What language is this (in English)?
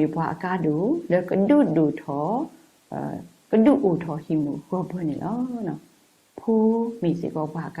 S'gaw Karen